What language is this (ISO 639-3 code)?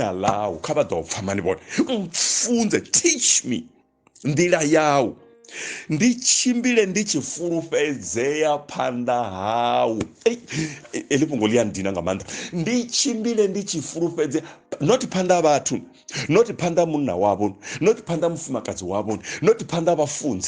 ven